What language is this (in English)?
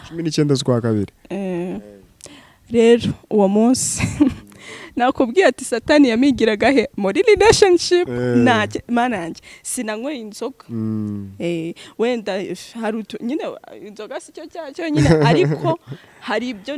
Kinyarwanda